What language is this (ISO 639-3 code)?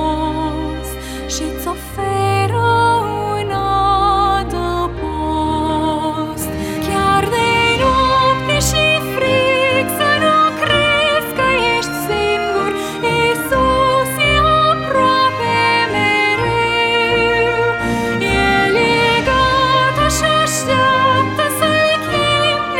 ron